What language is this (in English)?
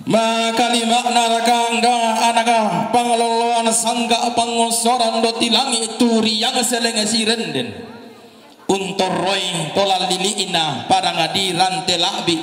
Toraja-Sa'dan